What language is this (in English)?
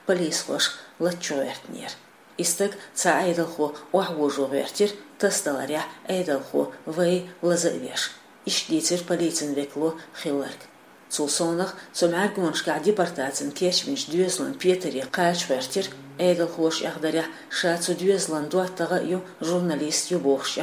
Chechen